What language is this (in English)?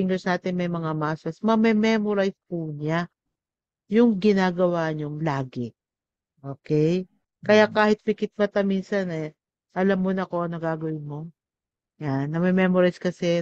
Filipino